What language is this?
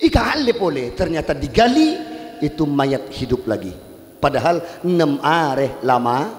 Madurese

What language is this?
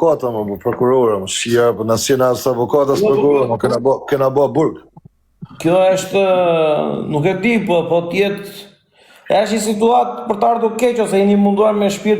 Albanian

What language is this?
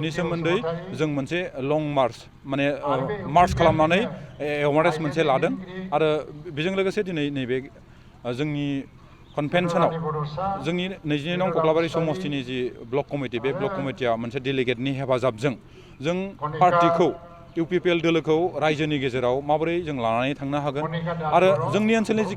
Bodo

